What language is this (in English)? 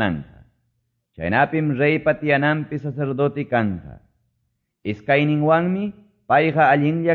Quechua